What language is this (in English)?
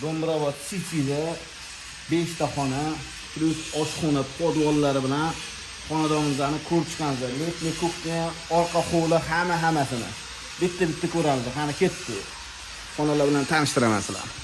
Uzbek